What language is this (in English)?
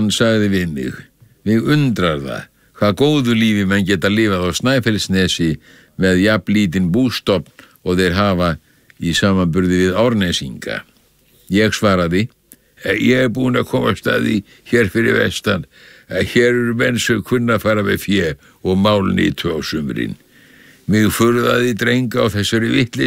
Icelandic